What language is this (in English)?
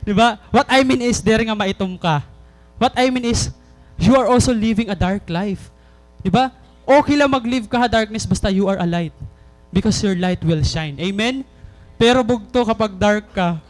Waray